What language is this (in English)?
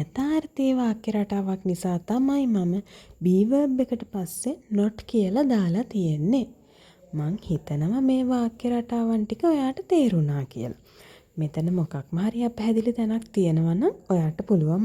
Sinhala